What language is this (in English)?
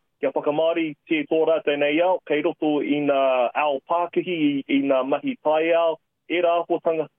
Māori